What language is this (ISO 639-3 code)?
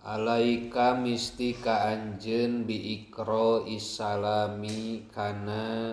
sun